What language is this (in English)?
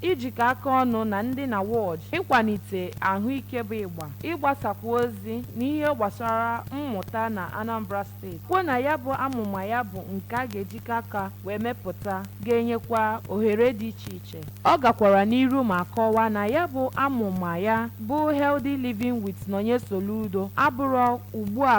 Igbo